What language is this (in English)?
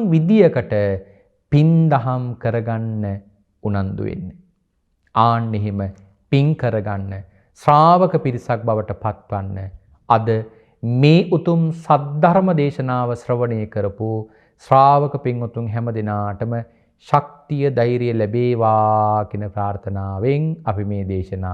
Sinhala